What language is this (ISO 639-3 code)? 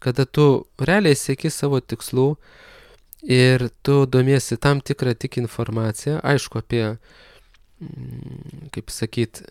lit